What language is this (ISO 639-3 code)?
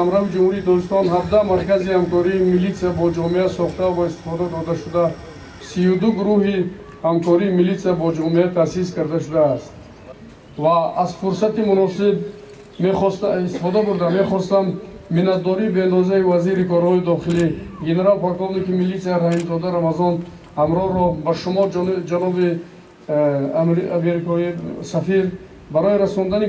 tgk